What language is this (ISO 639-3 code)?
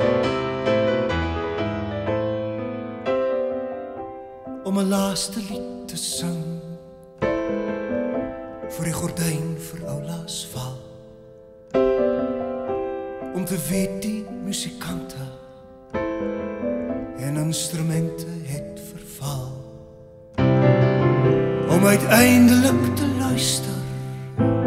afr